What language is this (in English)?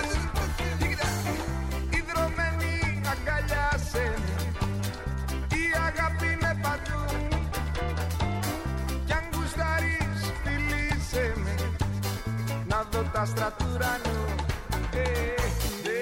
Greek